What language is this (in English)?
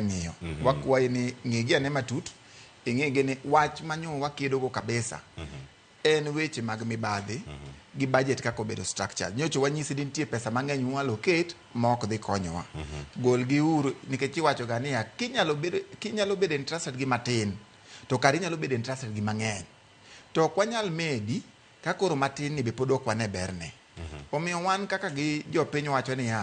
Luo (Kenya and Tanzania)